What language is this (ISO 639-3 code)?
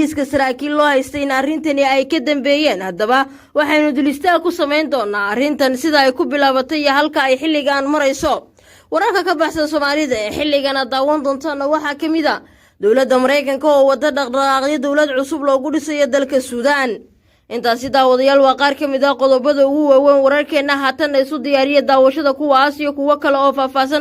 som